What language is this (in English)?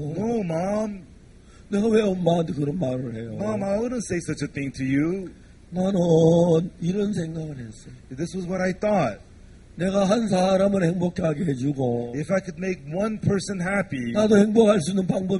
Korean